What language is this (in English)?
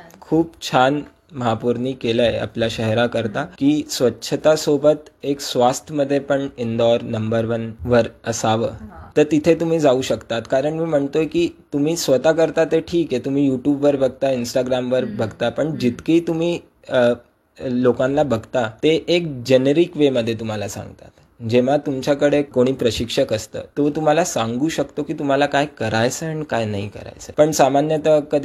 Marathi